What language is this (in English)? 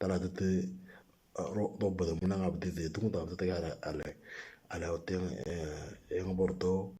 Moro